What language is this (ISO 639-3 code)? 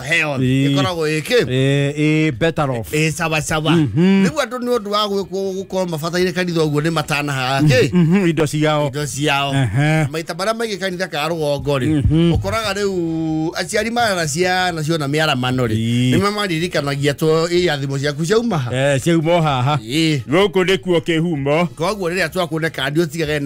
kik